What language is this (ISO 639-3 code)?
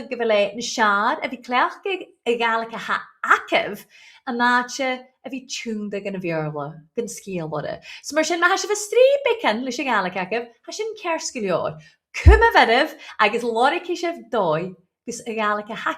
gla